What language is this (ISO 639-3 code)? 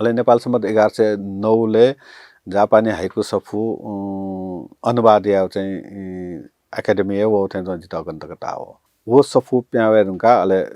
new